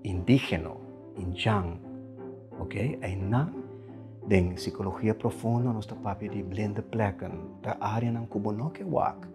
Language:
Papiamento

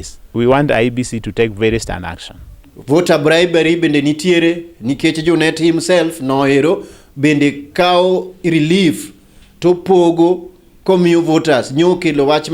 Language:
Luo (Kenya and Tanzania)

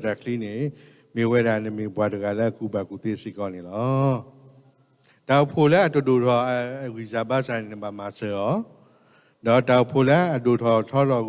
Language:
S'gaw Karen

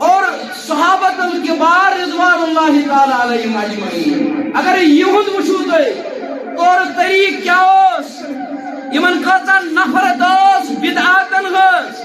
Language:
Kashmiri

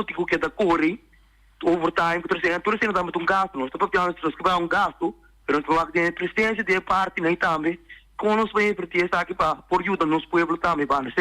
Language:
Papiamento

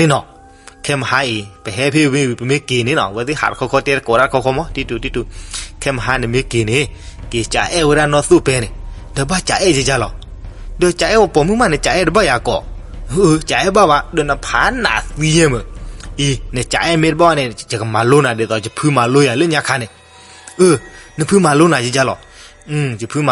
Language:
S'gaw Karen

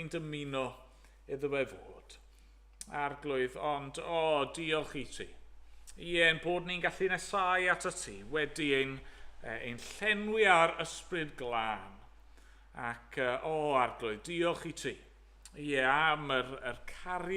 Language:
Welsh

